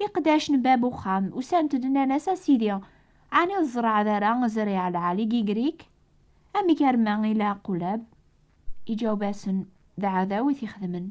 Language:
Kabyle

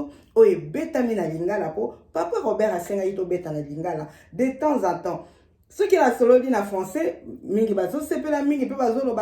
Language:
Lingala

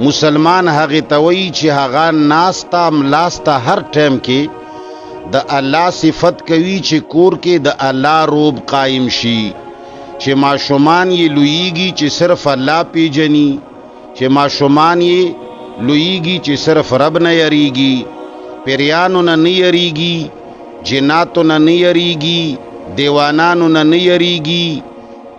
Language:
Pashto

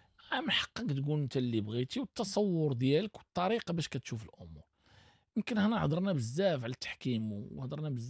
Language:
Moroccan Arabic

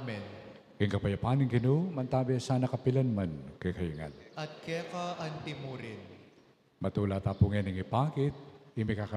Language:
Pampanga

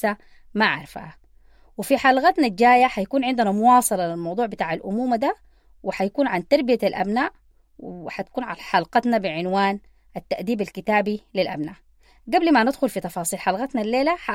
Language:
Sudanese Arabic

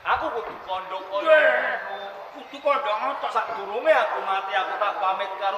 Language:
Javanese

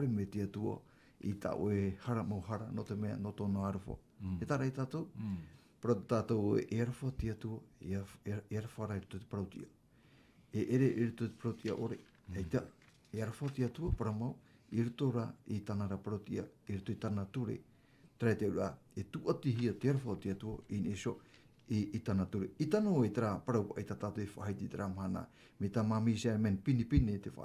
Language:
Tahitian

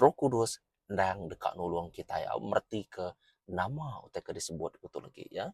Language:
Iban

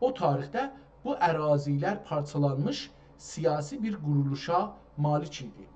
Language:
South Azerbaijani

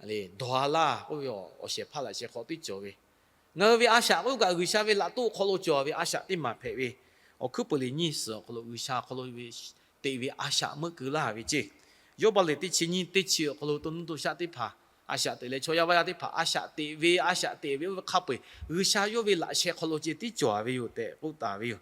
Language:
Lahu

